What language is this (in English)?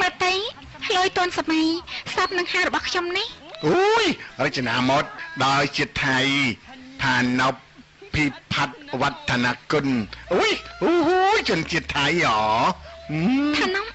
Khmer